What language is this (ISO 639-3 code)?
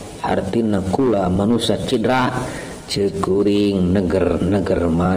sun